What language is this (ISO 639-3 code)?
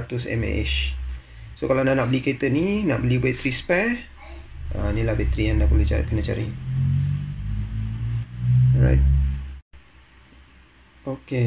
msa